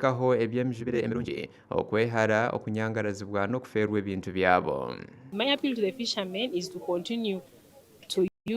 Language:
Nyankole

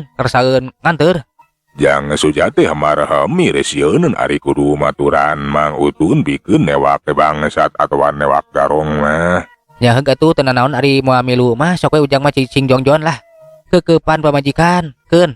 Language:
Sundanese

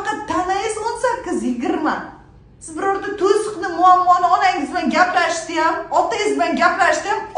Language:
Uzbek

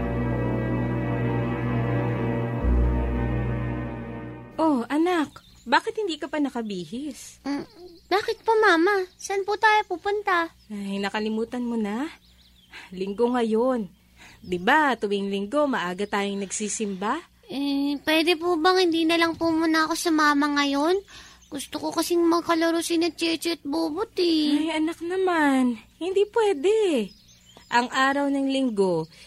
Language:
Filipino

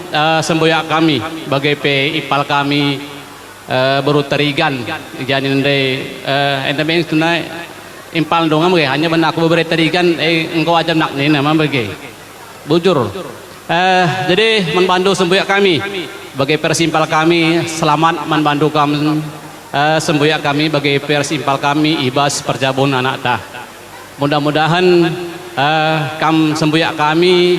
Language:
Batak Karo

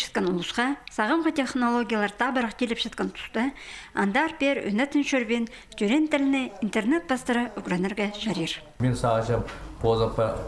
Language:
Khakas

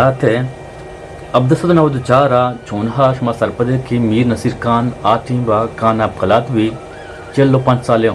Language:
Eastern Balochi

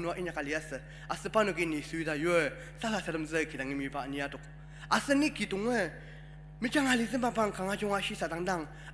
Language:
Ao Naga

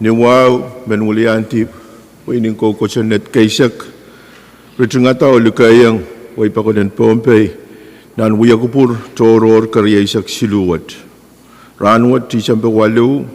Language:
Pohnpeian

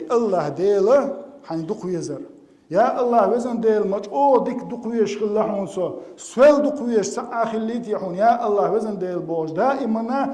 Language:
Chechen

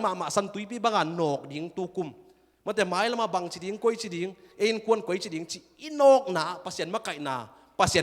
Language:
Tedim Chin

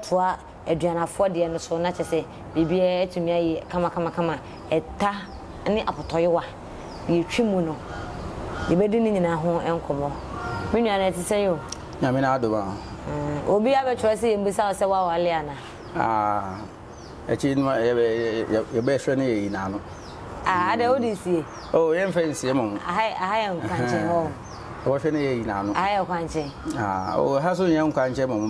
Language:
Akan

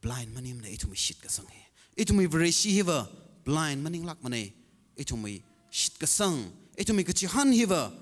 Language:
Tangkhul Naga (India)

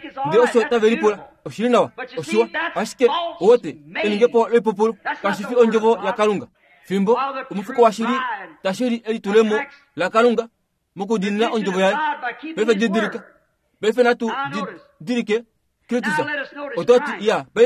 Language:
Kuanyama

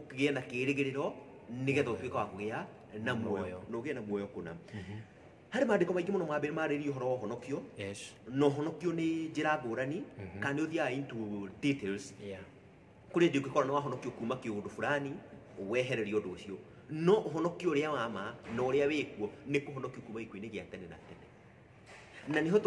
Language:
Kikuyu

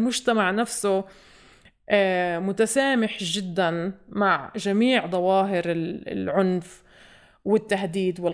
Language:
North Levantine Arabic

